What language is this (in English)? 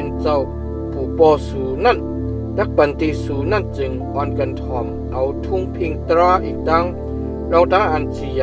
Shan